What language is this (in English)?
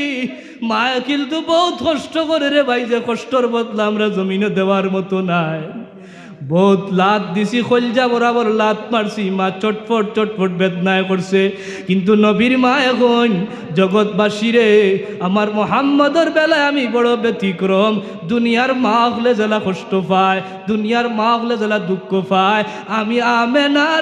Sylheti